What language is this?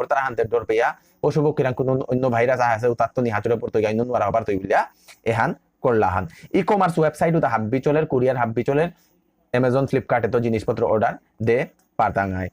Bishnupriya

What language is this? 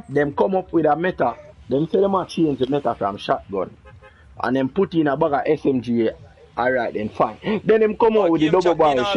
Jamaican Creole English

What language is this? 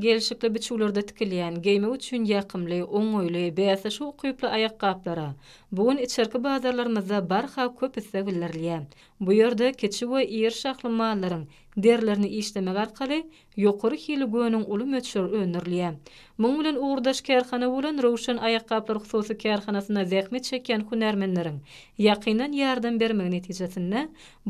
Turkmen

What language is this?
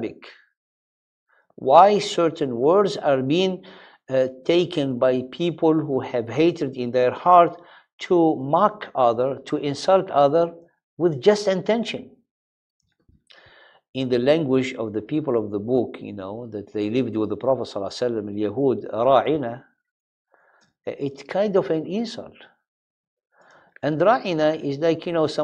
English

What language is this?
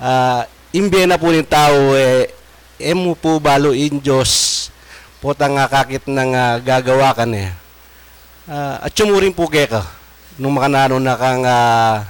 Pampanga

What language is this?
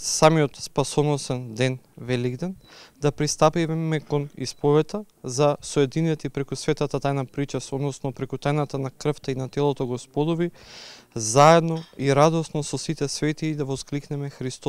Macedonian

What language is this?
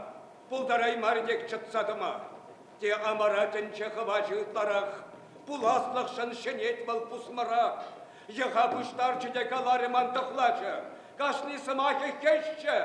Chuvash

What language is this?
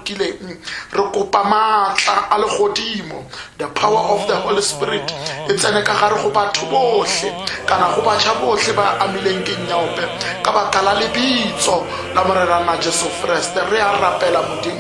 Tswana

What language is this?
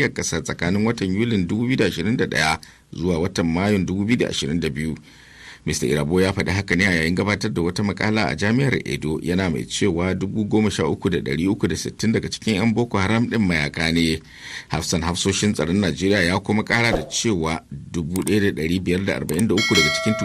Hausa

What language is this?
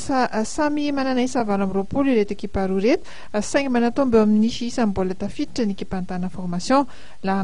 Malagasy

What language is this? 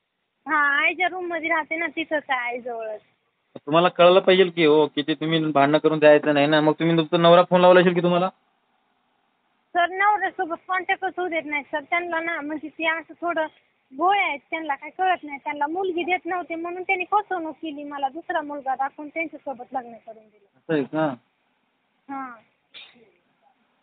Marathi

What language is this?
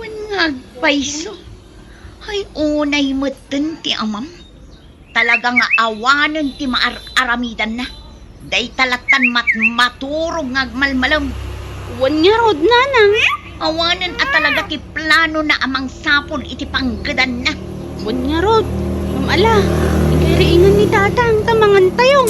Iloko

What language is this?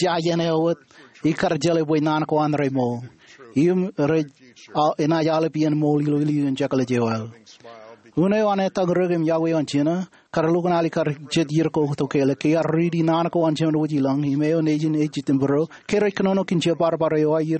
Marshallese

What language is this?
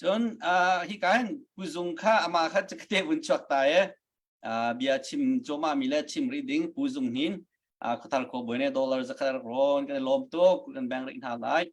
Hakha Chin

